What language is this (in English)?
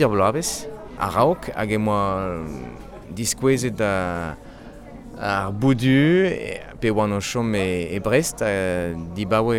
Breton